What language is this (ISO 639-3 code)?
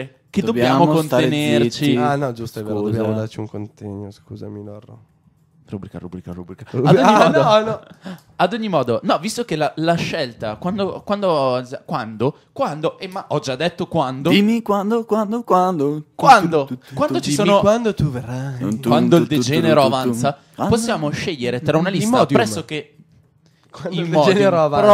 ita